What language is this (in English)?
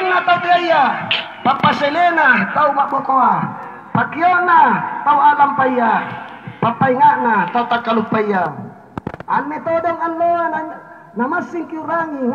Makasar